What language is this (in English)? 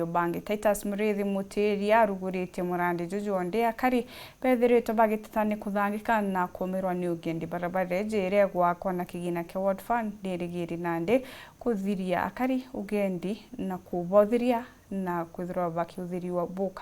Meru